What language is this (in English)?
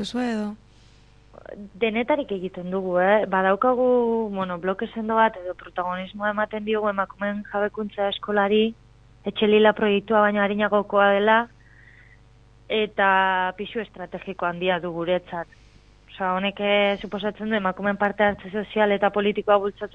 Basque